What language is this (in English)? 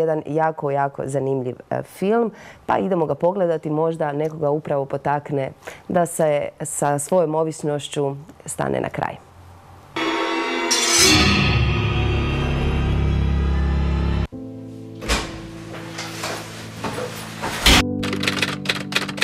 Croatian